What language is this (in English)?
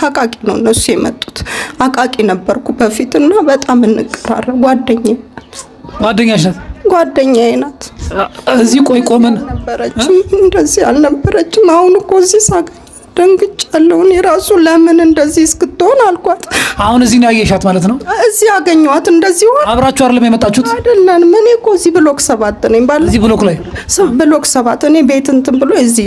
Amharic